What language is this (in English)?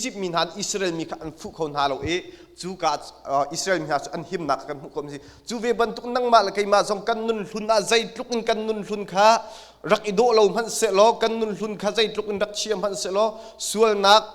Hakha Chin